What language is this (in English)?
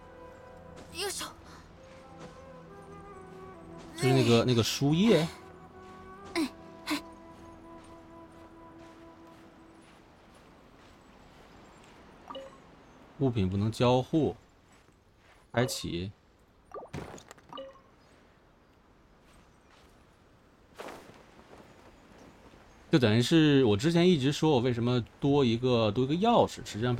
Chinese